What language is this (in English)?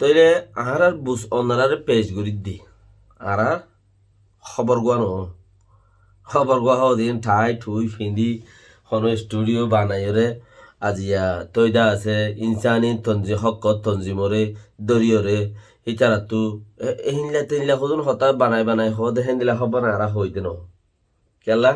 Rohingya